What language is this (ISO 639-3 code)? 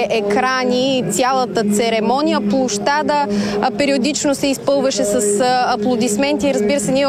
bul